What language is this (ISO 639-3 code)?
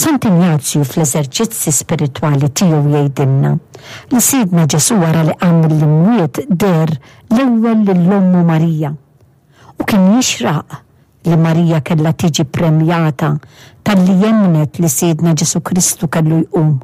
mlt